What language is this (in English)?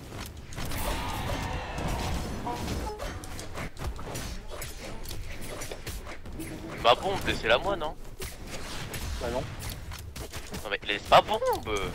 French